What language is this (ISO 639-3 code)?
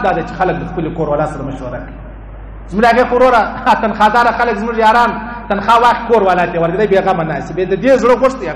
pus